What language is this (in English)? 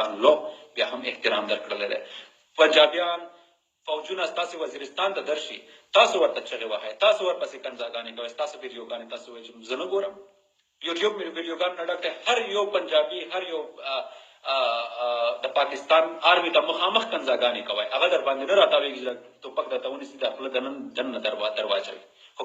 Pashto